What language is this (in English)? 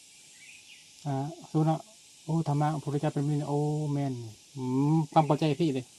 Lao